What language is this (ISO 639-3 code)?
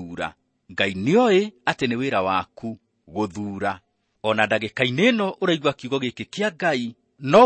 kik